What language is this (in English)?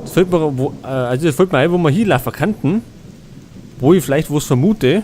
Bavarian